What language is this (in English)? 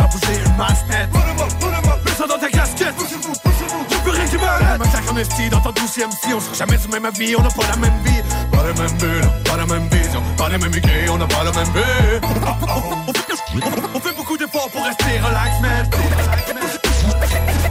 French